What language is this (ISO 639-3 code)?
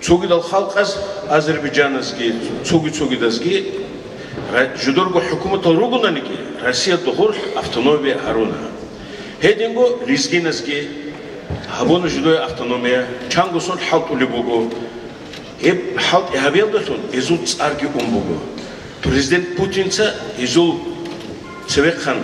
ava